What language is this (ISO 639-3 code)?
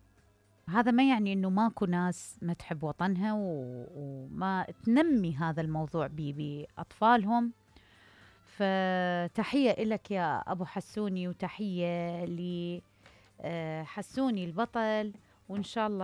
acm